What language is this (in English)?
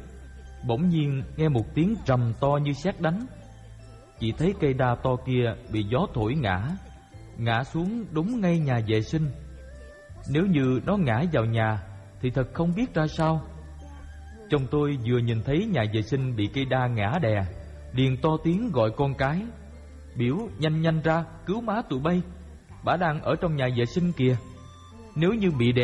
Vietnamese